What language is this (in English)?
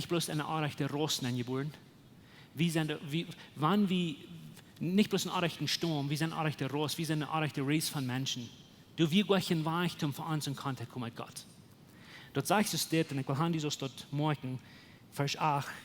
Plautdietsch